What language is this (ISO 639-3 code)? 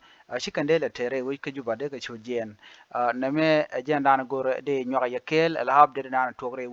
nus